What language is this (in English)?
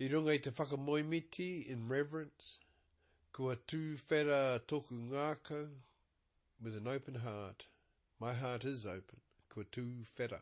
Māori